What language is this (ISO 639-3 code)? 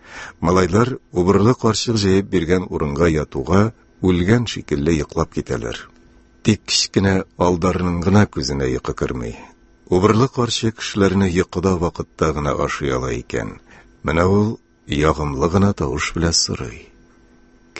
tat